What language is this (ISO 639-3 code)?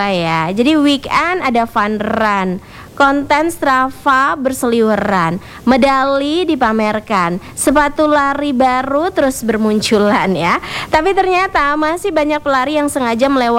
ind